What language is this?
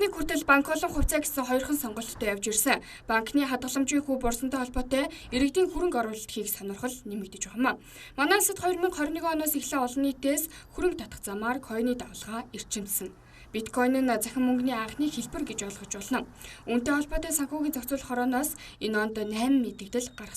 Mongolian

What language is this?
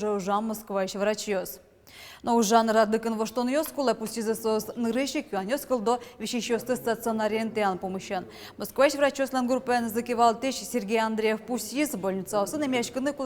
Udmurt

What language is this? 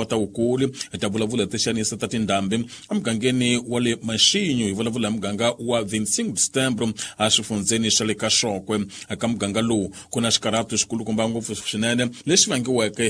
Tsonga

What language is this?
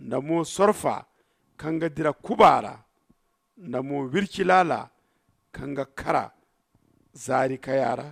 Zarma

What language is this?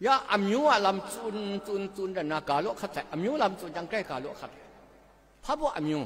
Kachin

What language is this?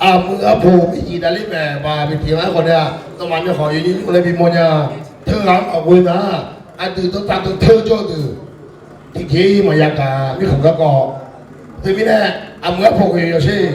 Akha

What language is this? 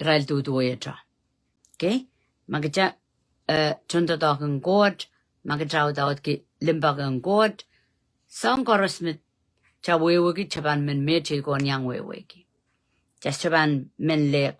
Pohnpeian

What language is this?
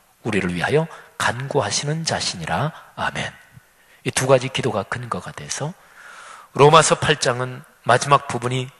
Korean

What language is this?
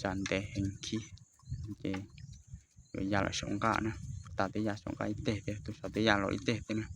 Hmong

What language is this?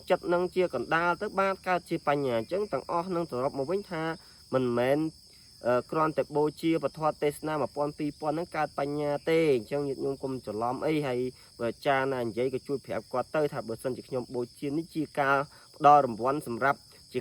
Khmer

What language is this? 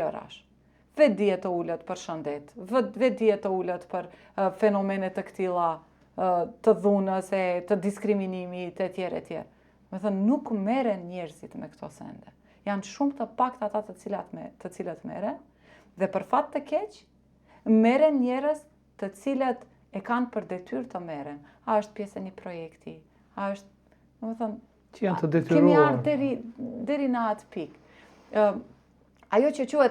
Albanian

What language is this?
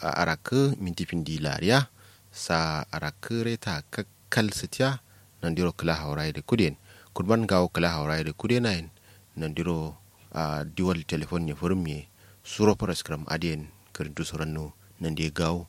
Kanuri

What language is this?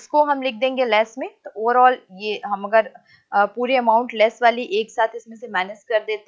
Hindi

